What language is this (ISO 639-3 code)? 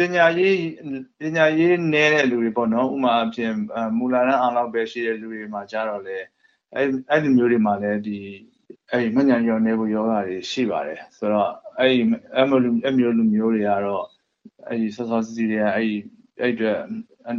mya